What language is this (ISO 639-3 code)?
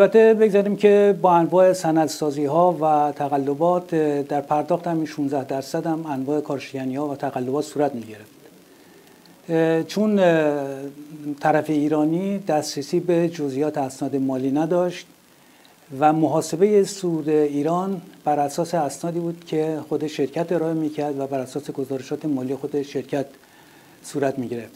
fas